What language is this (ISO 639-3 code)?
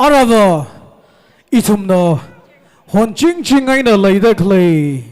nmf